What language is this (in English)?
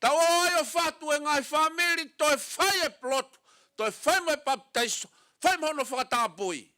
Tongan